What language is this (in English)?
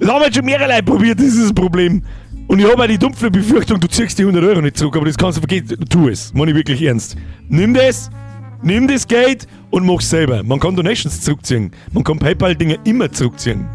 Bavarian